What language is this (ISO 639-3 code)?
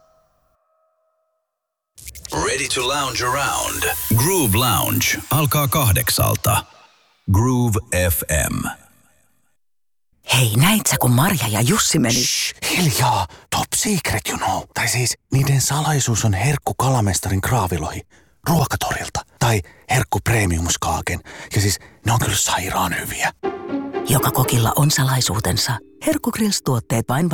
fin